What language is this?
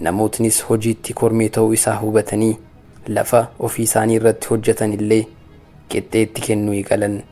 Oromo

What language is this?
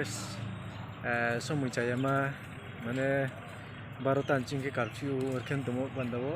Riang (India)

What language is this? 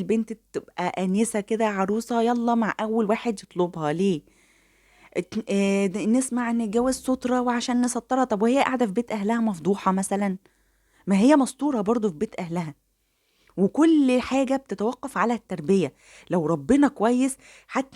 Egyptian Arabic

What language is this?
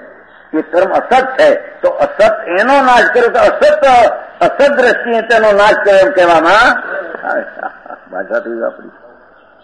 Gujarati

